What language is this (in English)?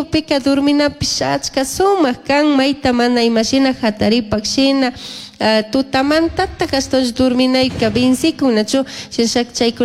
Chimborazo Highland Quichua